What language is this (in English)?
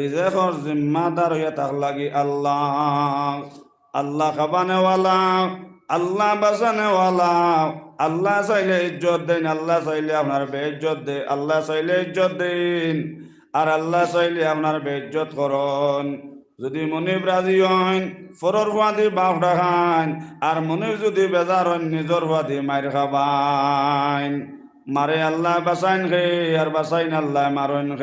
Sylheti